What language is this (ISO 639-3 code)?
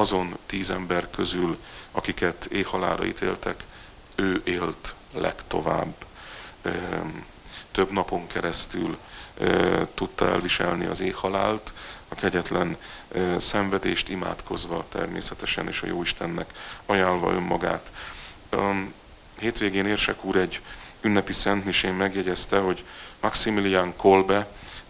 hun